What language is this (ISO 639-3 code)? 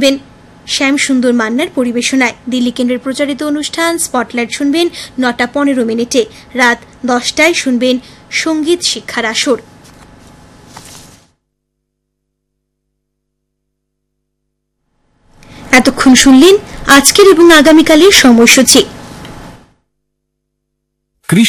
ben